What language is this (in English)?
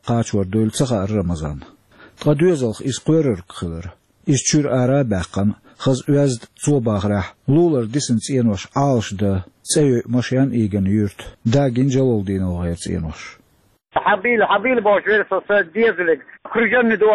Chechen